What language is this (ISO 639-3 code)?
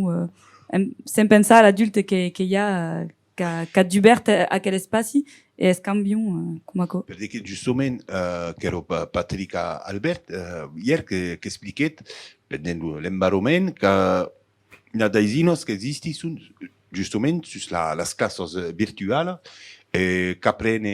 oci